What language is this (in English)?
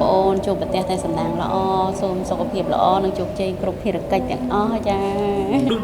Khmer